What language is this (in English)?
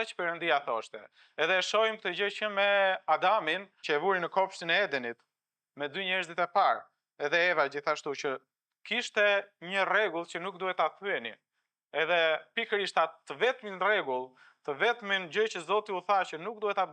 Albanian